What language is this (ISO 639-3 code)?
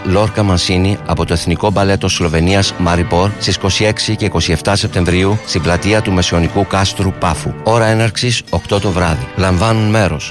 ell